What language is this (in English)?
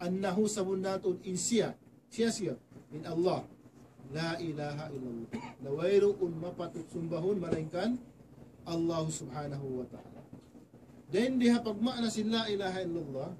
Tausug